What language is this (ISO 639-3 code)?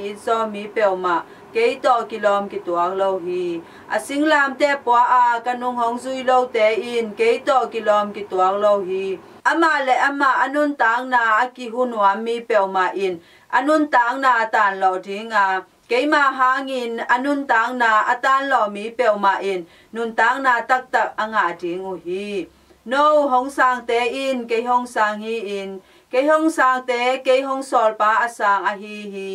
ctd